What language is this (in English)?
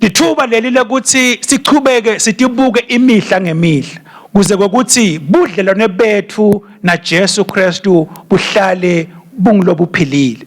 Swati